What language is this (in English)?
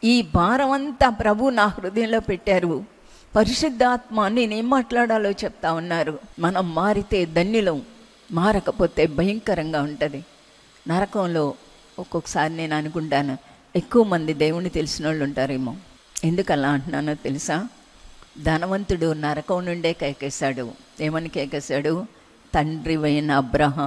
Telugu